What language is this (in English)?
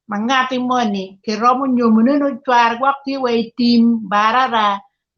Acoli